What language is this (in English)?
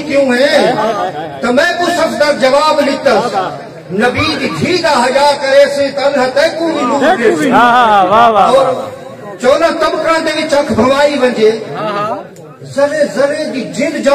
Saraiki